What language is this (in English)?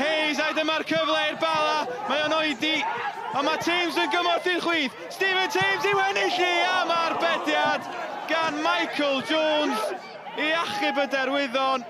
Welsh